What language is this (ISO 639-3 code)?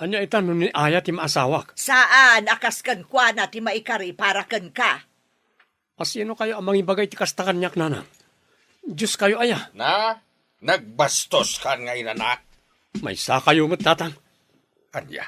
ilo